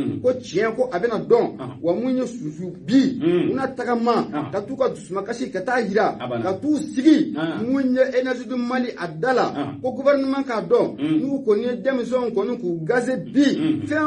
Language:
Bambara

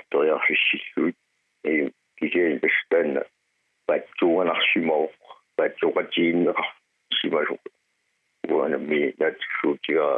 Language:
Kalaallisut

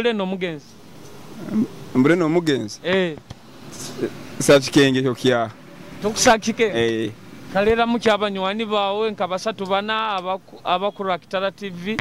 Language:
Nyoro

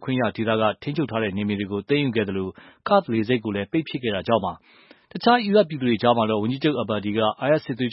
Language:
Burmese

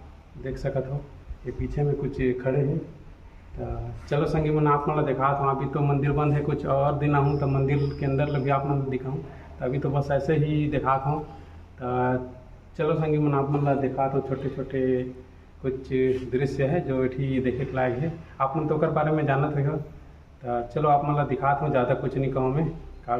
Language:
Chhattisgarhi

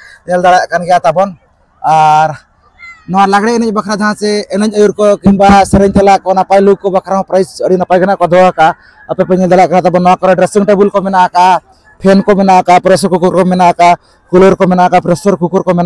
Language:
Santali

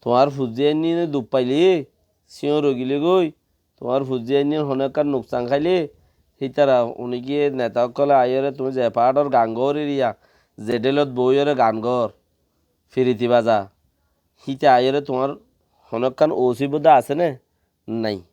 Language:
Rohingya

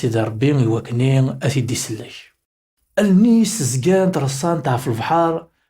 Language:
Kabyle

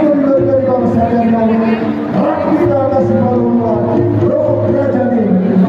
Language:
Batak Toba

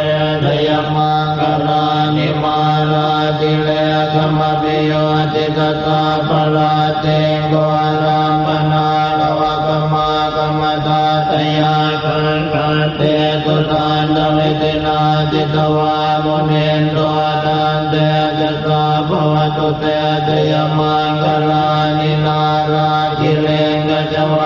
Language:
Pali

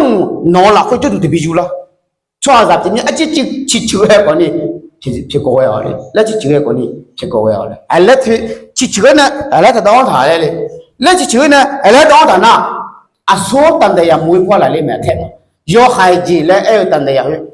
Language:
Akha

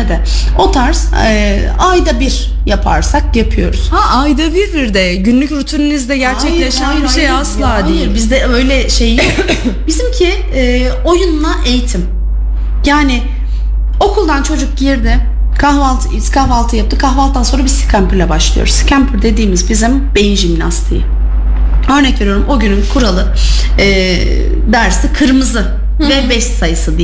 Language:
Turkish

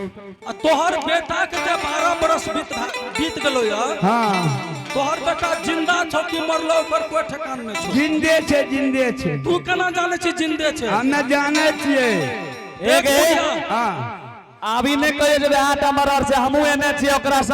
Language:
Angika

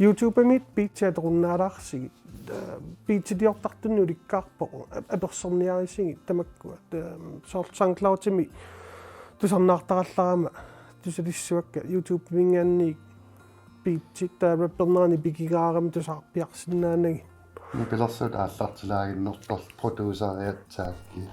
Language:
Kalaallisut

